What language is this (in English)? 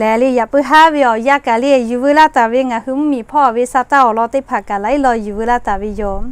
Lahu